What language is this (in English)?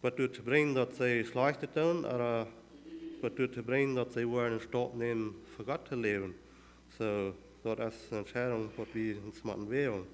Plautdietsch